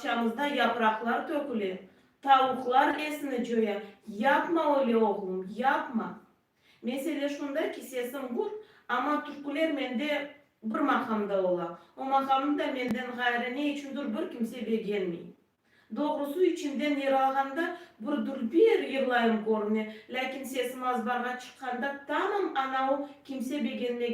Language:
Crimean Tatar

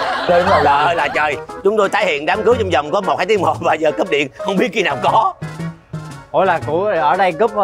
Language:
Vietnamese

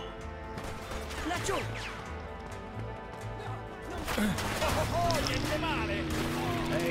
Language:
Italian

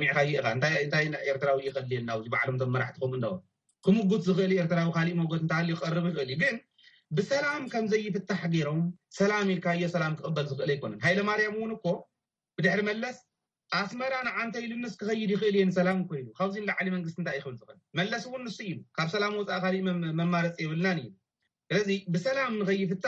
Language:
Tigrinya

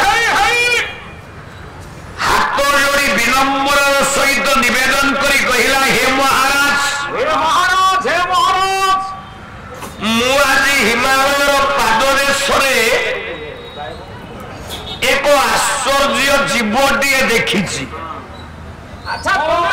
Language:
Odia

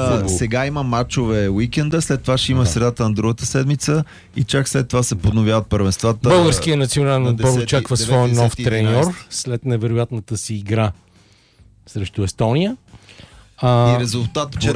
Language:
Bulgarian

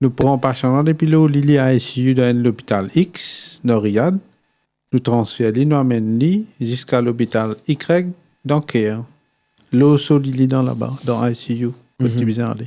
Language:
Morisyen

